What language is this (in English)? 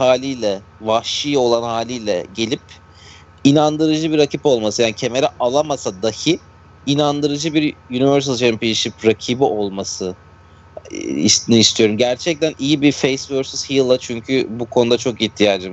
Turkish